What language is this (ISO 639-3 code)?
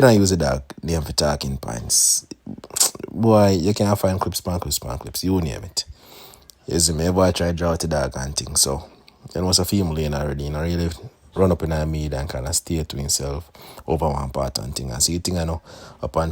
jam